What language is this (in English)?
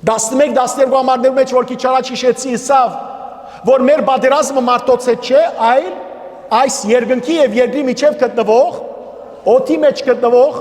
Western Armenian